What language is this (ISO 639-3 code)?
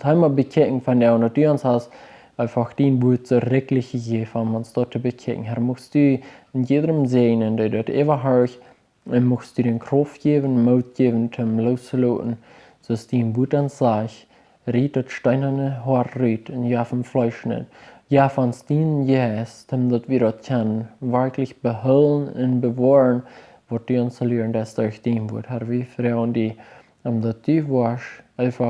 pdt